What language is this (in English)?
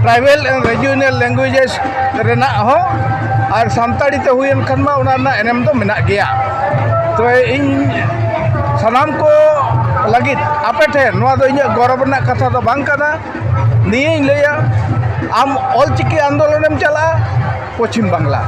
Santali